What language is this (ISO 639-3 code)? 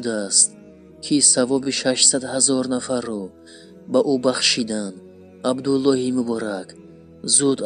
tgk